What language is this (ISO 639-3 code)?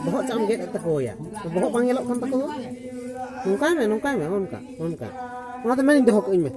sat